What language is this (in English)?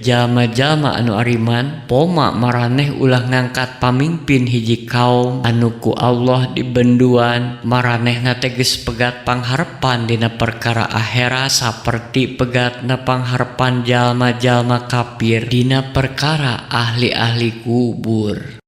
Sundanese